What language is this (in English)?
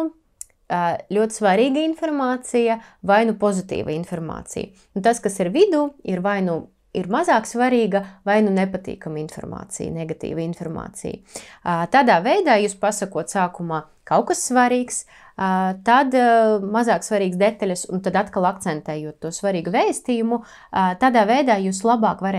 Latvian